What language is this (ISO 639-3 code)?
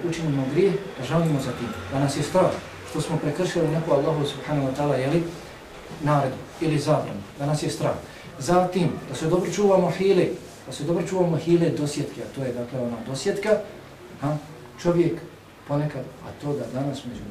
bos